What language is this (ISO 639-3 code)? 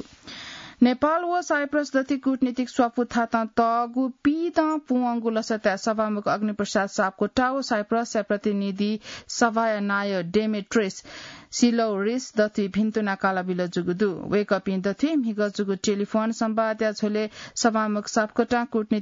new